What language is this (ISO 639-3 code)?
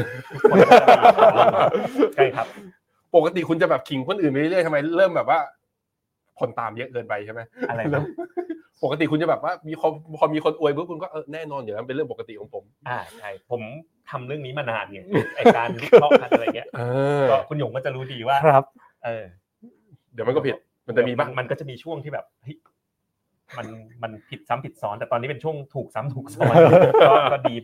tha